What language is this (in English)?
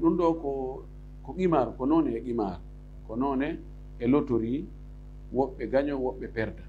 Fula